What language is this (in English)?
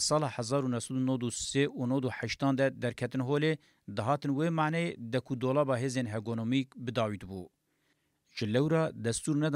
Kurdish